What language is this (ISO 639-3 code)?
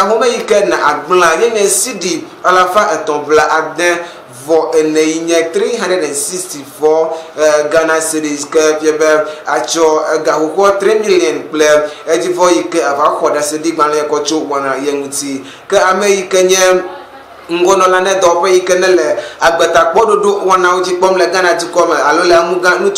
ewe